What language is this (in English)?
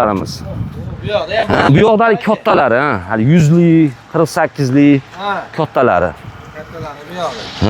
Uzbek